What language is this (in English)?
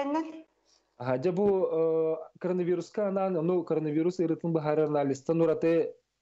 Yakut